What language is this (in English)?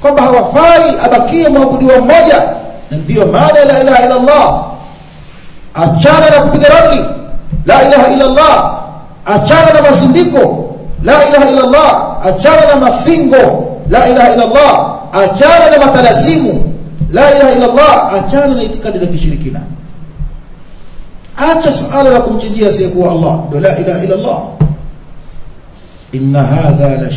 Swahili